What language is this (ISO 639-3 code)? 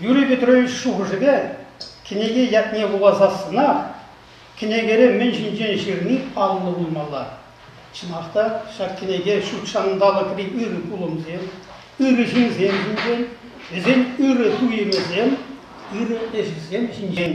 chv